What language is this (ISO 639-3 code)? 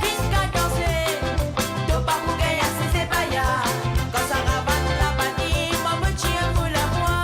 mfe